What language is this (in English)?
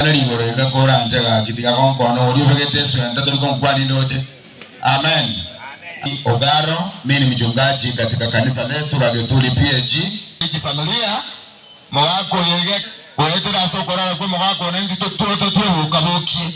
Gusii